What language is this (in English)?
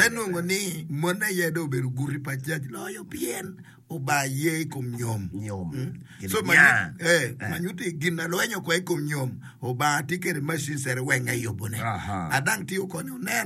Acoli